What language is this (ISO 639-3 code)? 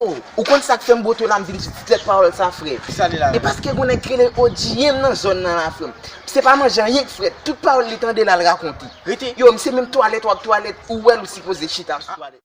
hat